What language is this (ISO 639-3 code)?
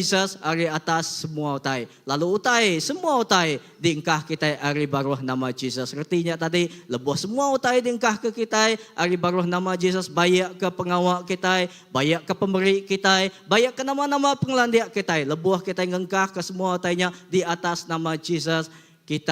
iba